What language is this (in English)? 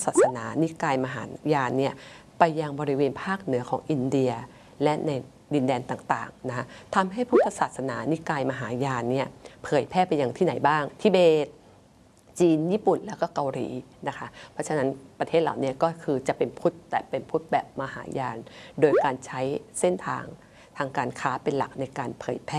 Thai